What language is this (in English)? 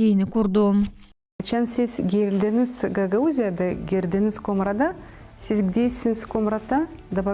Gagauz